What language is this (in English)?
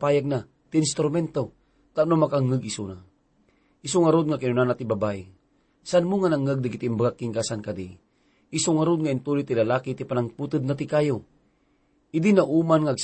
Iloko